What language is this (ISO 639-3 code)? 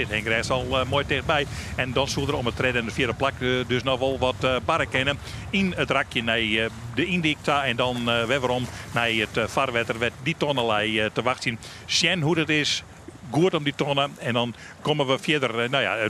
fry